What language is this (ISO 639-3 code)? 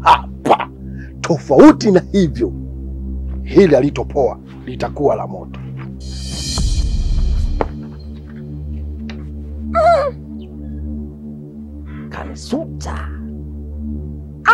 swa